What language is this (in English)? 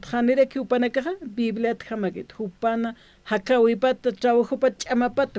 Aymara